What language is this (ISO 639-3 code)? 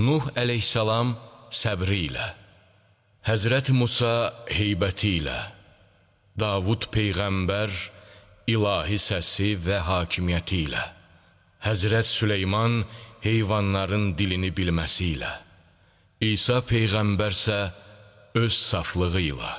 aze